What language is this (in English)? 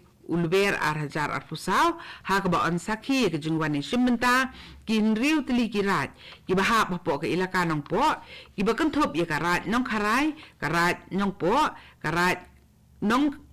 Khasi